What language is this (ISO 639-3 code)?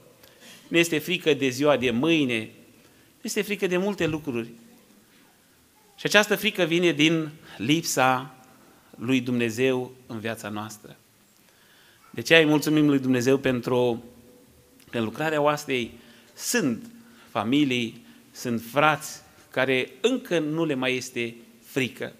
ron